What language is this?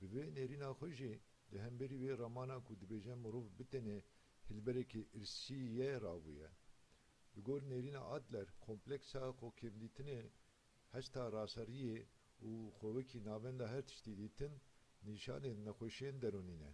Kurdish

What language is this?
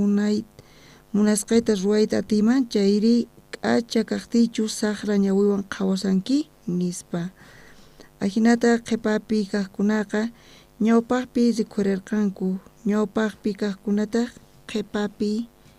South Bolivian Quechua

